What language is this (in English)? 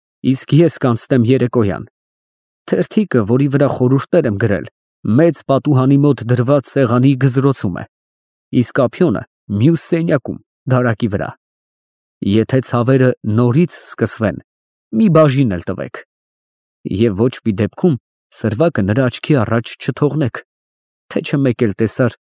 Armenian